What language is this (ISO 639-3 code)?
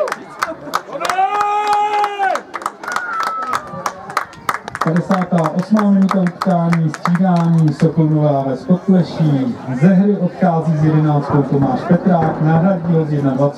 ces